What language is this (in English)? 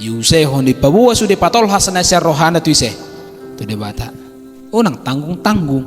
Batak Toba